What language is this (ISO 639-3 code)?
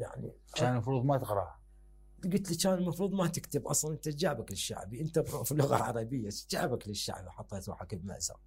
acm